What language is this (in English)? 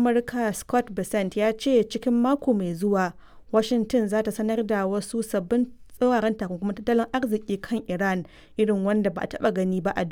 Hausa